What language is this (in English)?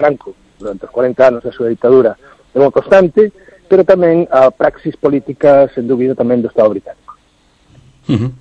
Galician